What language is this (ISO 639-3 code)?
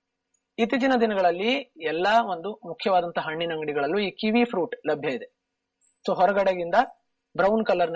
kan